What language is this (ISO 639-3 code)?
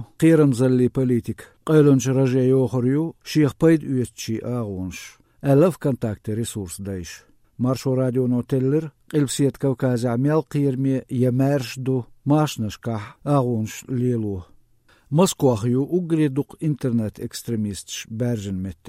che